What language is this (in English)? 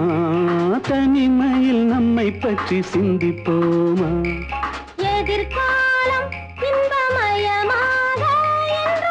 Tamil